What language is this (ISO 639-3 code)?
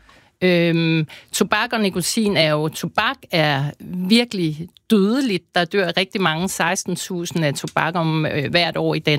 dan